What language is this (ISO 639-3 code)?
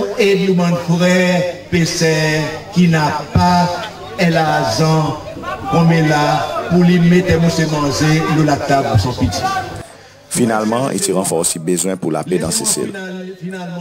crs